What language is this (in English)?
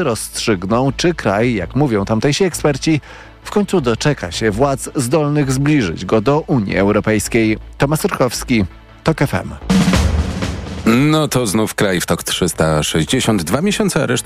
Polish